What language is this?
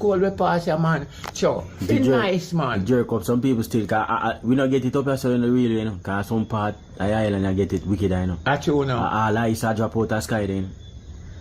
Jamaican Creole English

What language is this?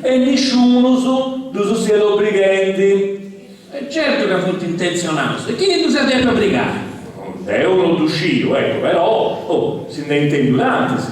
Sardinian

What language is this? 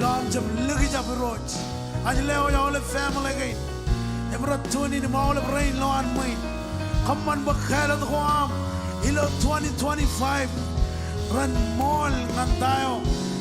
Marshallese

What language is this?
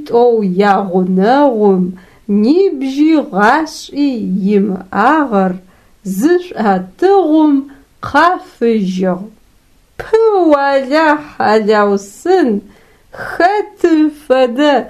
Adyghe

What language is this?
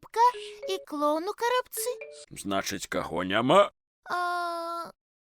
Belarusian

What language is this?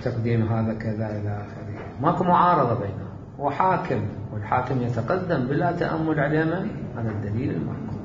Mesopotamian Arabic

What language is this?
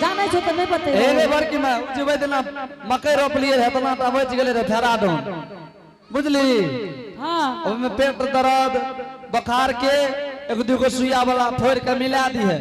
Angika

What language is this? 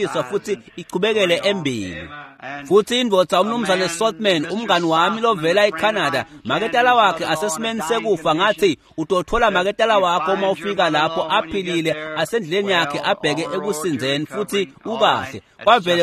Swati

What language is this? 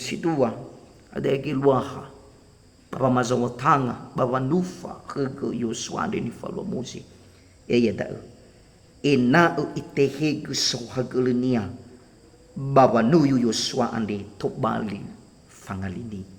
Nias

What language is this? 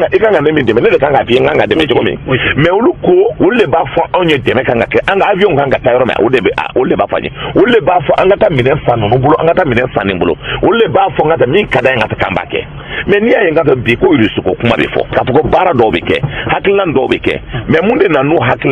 Bambara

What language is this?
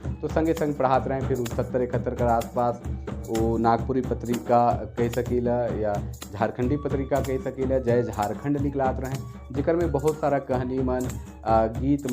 Sadri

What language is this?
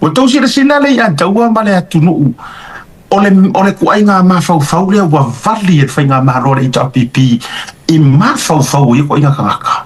Samoan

